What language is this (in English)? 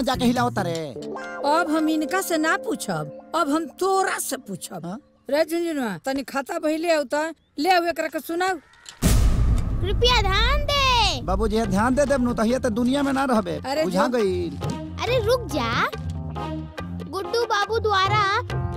Bhojpuri